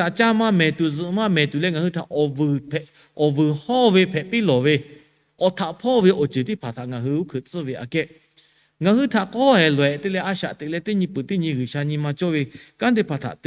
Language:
Lahu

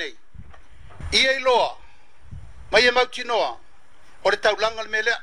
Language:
Samoan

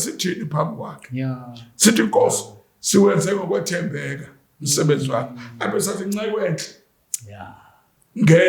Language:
Zulu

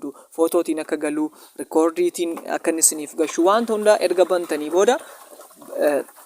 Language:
Oromo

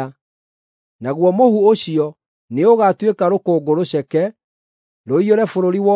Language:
Kikuyu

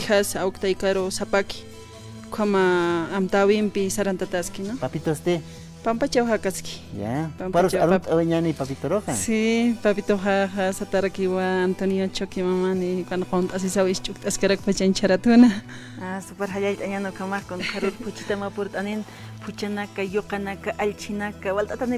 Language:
Aymara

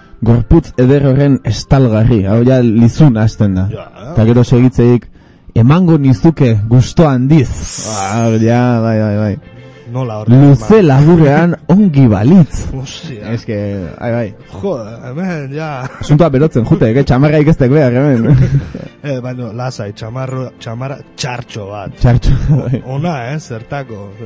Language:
Basque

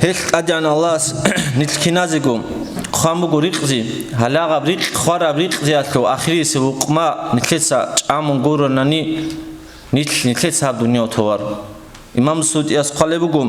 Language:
Avaric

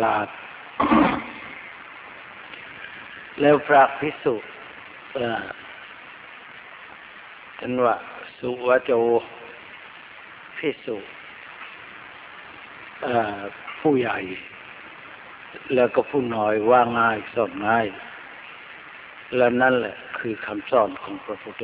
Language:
Thai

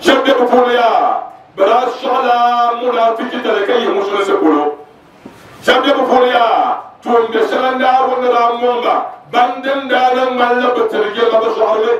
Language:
Dagbani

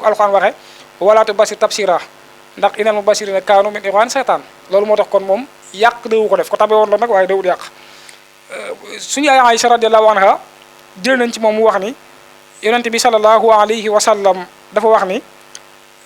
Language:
Wolof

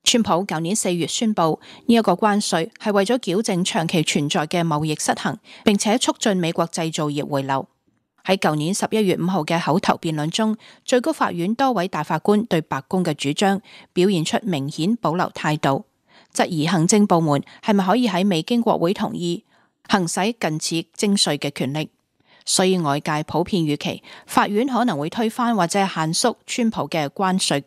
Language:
Cantonese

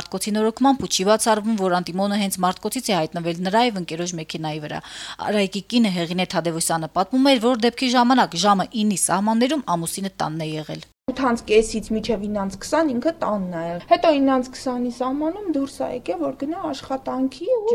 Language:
Armenian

